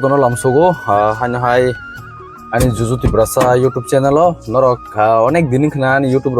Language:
Kok Borok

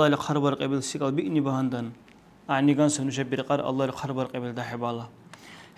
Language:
Dargwa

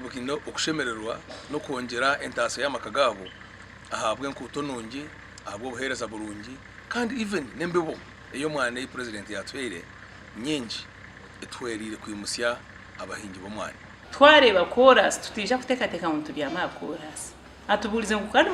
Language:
Nyankole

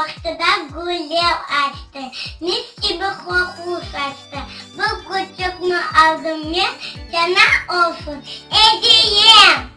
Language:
Crimean Tatar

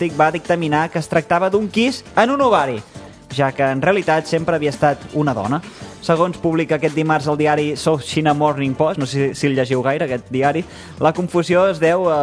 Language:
Catalan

